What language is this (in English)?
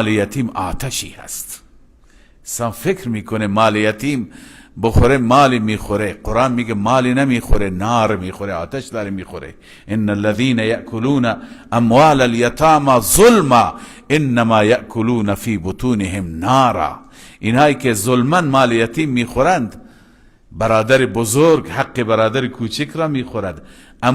Persian